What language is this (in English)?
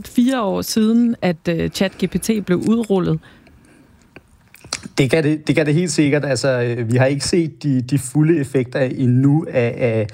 Danish